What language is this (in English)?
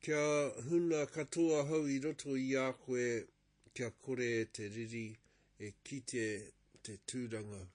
Māori